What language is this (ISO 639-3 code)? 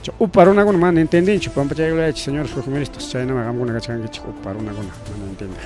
quy